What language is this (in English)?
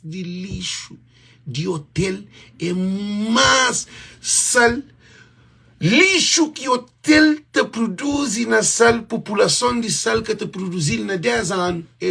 Kabuverdianu